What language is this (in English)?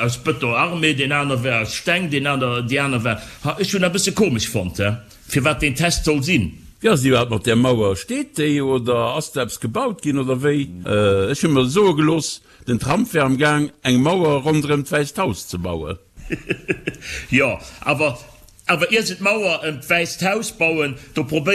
Luxembourgish